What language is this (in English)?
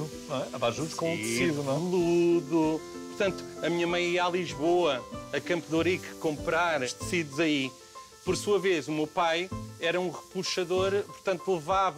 Portuguese